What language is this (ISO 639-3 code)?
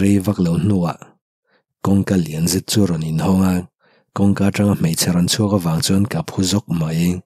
lus